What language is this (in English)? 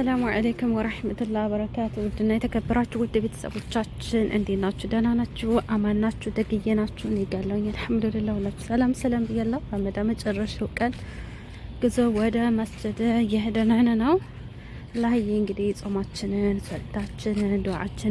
Amharic